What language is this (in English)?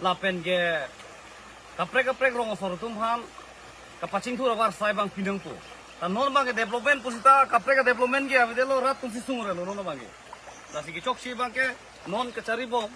Karbi